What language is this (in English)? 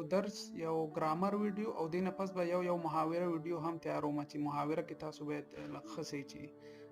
Pashto